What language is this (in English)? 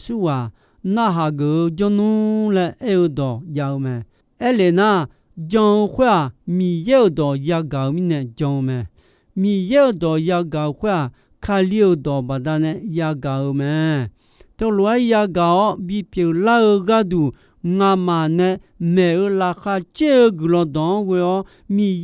Akha